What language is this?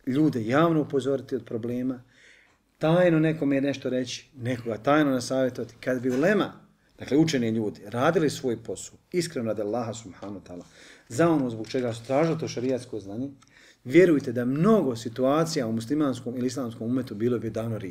Bosnian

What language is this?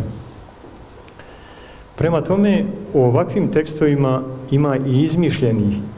Bosnian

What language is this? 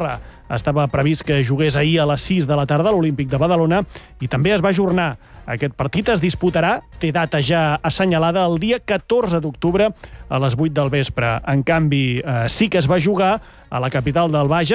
Catalan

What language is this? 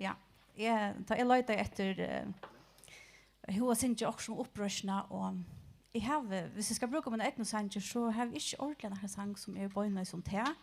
Faroese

